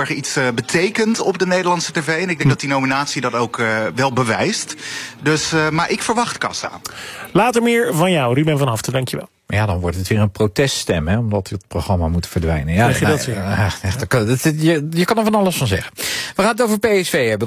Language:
Dutch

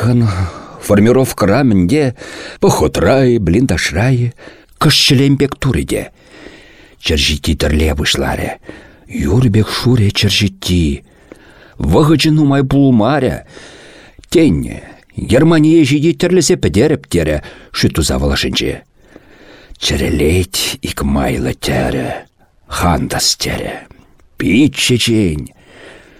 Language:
Chuvash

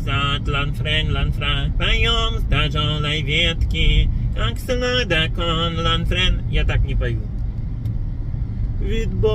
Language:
Russian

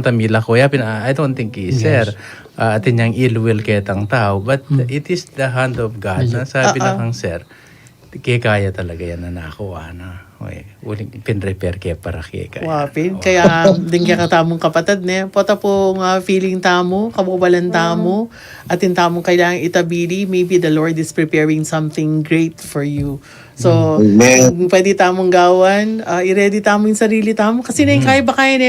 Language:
Pampanga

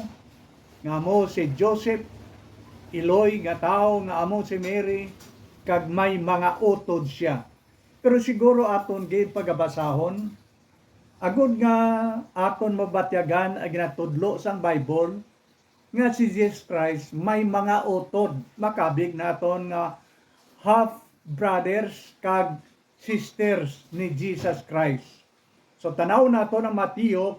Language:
Hiligaynon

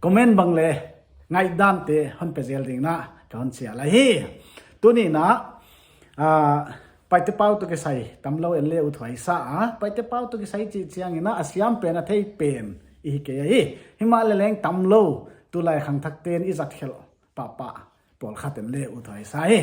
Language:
Paite Chin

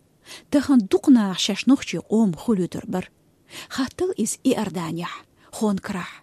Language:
Chechen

